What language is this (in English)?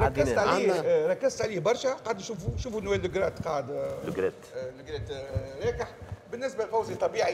Tunisian Arabic